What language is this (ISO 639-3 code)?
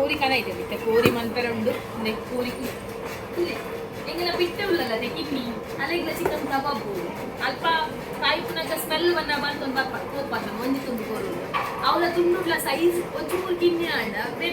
tcy